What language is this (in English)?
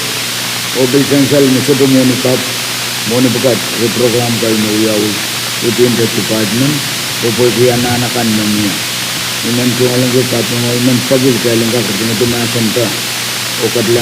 Pohnpeian